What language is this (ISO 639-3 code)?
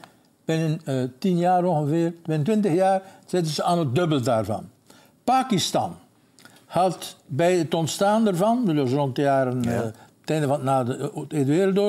nld